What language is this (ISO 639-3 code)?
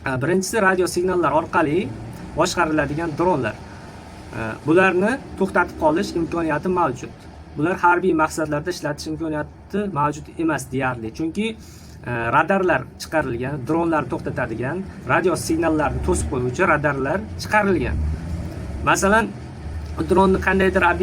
uzb